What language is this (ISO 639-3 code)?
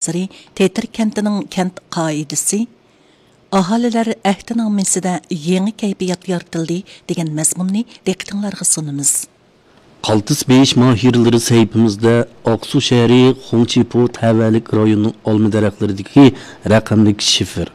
uig